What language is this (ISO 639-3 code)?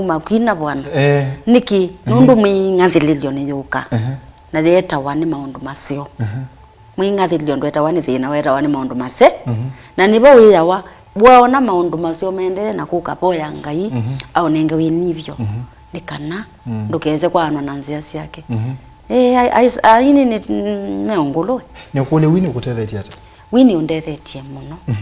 kam